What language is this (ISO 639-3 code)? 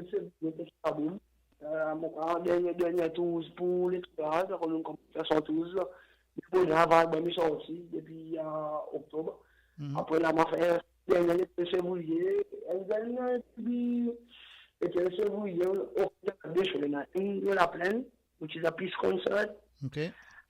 crs